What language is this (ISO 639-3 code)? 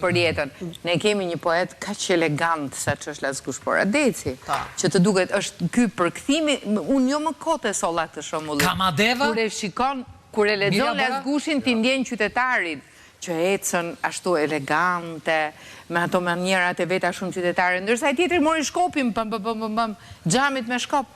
sqi